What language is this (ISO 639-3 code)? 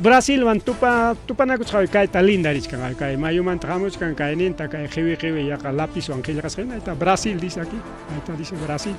quy